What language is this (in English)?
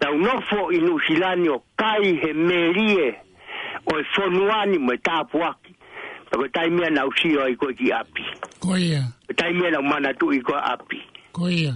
Tongan